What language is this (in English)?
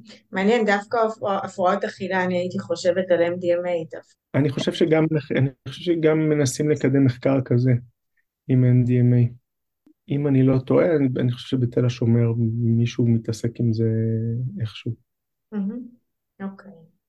Hebrew